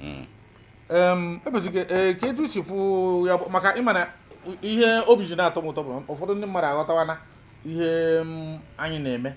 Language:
Igbo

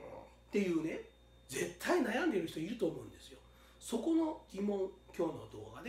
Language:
Japanese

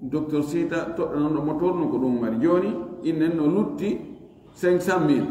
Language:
Fula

